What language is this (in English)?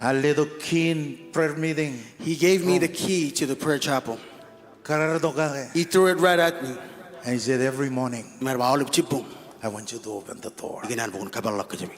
Marshallese